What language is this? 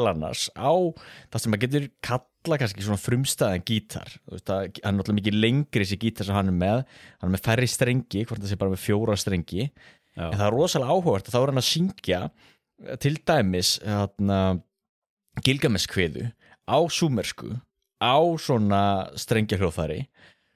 Icelandic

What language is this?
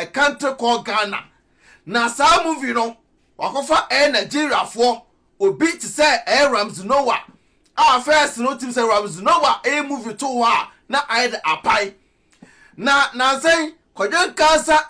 Akan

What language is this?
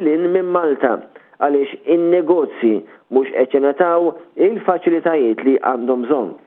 Maltese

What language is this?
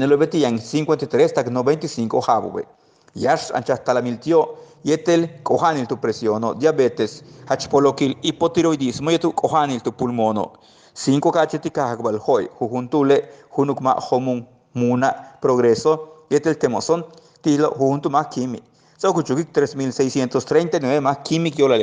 Yucateco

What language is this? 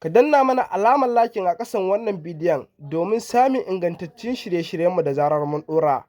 Hausa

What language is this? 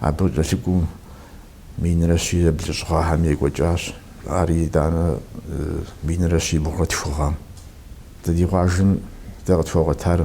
Kabardian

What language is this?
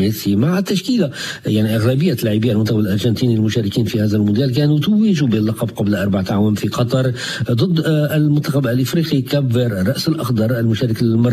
Arabic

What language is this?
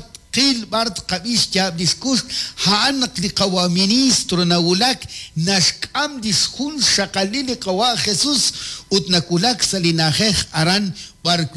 Kekchí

